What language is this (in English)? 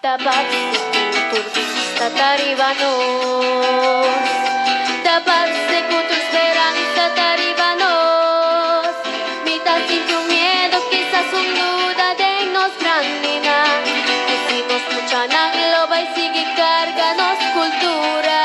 Papiamento